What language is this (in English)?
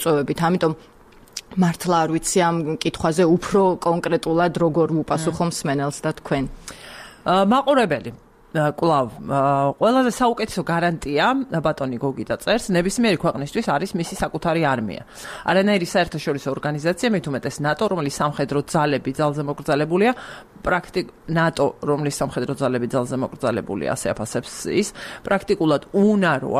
Georgian